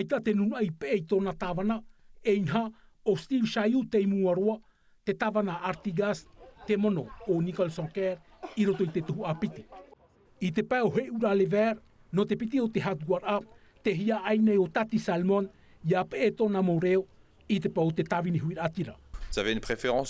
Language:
Tahitian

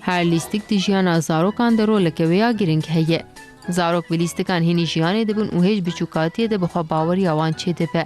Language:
Kurdish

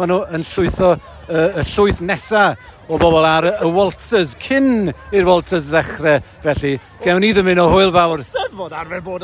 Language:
Welsh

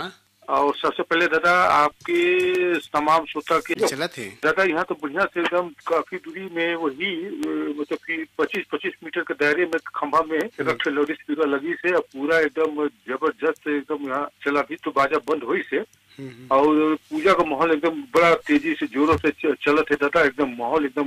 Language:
Chhattisgarhi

